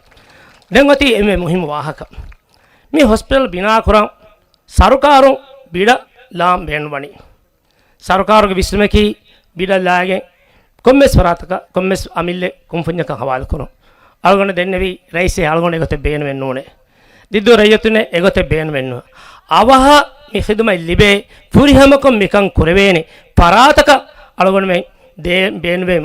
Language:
Divehi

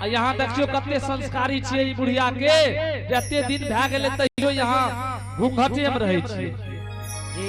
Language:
Angika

